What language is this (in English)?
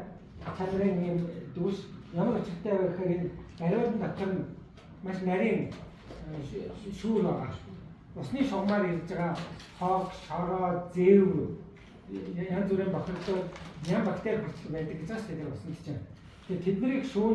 Mongolian